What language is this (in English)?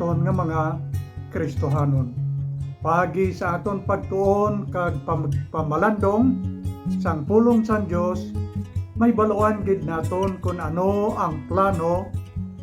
Hiligaynon